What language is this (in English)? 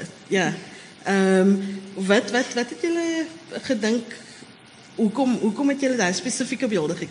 Afrikaans